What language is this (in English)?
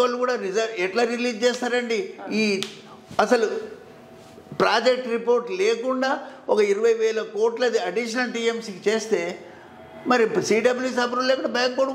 Telugu